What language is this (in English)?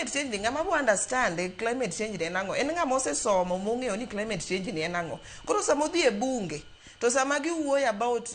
Luo (Kenya and Tanzania)